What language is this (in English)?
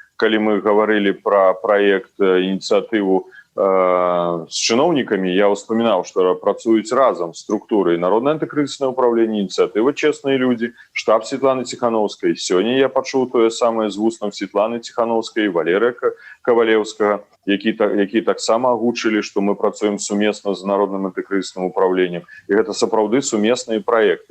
Belarusian